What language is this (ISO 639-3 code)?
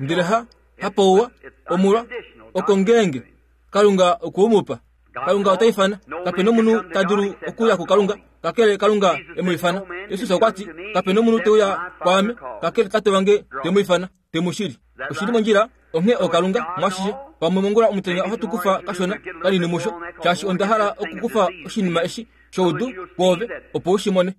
kua